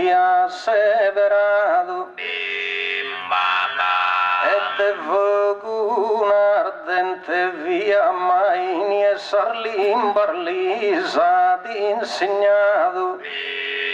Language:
Sardinian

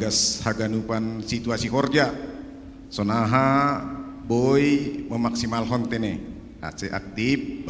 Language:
Batak Simalungun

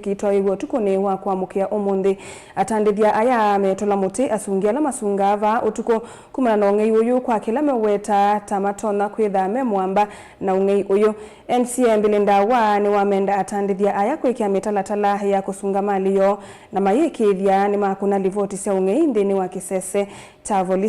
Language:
Kamba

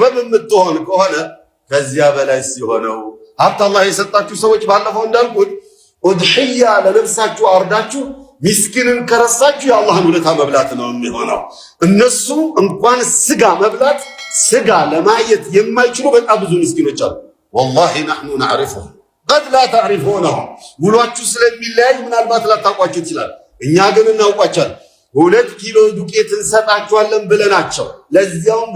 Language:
Amharic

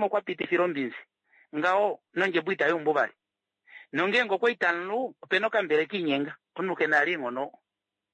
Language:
Kuanyama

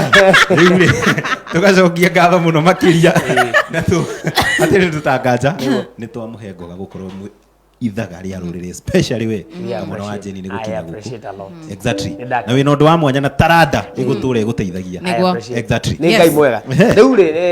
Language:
Kikuyu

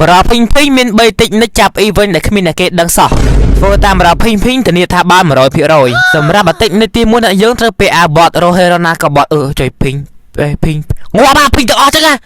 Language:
Khmer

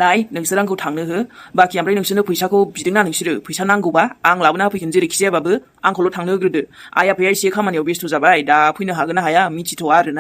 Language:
Bodo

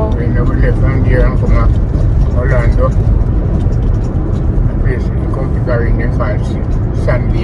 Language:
Jamaican Creole English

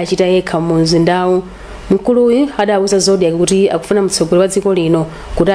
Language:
Nyanja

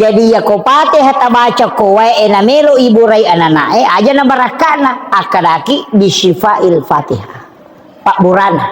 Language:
Buginese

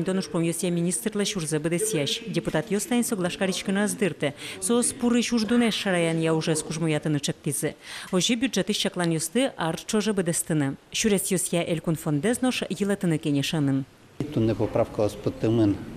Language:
Udmurt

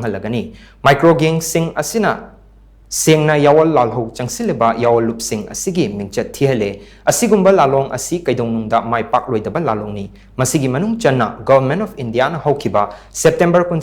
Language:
Manipuri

